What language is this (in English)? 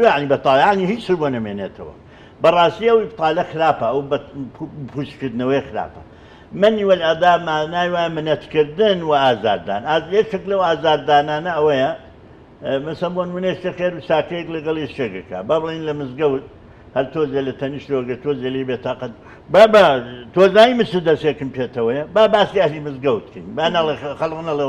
Central Kurdish